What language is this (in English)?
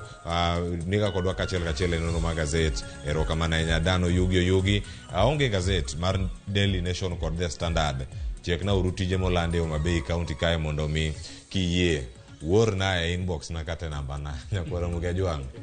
Luo (Kenya and Tanzania)